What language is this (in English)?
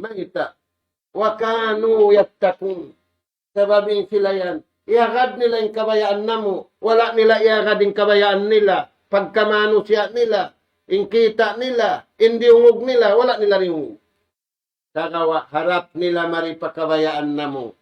Tausug